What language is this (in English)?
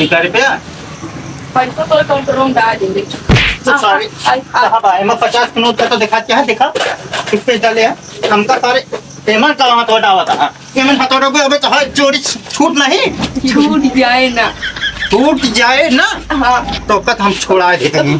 Awadhi